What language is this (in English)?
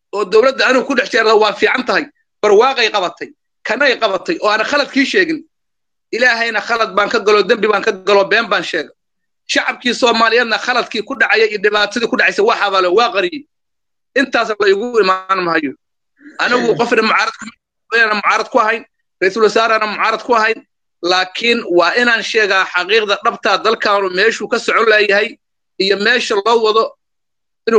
Somali